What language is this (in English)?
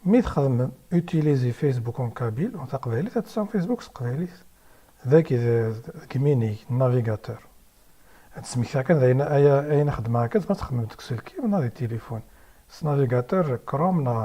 Kabyle